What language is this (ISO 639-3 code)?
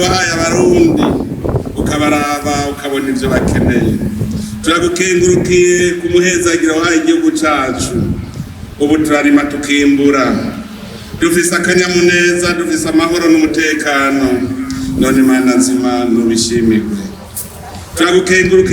run